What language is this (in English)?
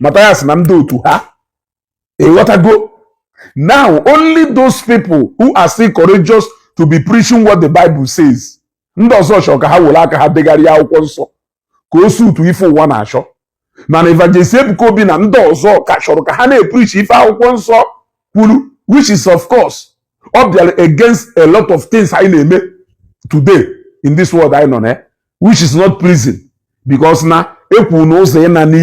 Igbo